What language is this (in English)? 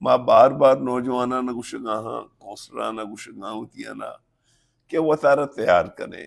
Baluchi